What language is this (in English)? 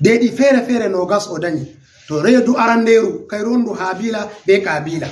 Fula